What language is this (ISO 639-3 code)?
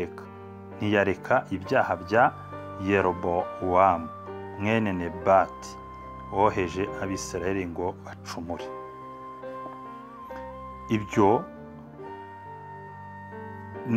kin